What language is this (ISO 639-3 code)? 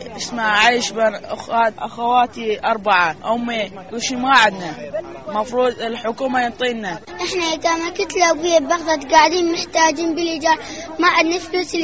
acm